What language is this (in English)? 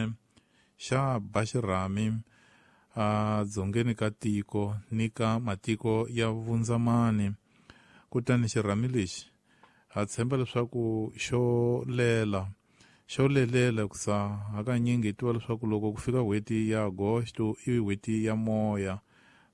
Tsonga